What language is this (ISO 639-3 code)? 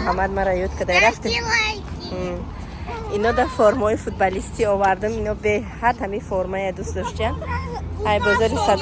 tgk